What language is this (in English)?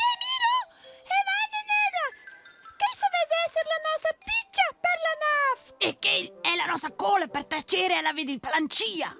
Romansh